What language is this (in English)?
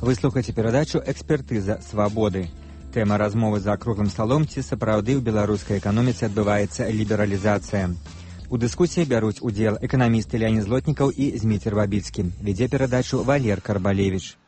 Belarusian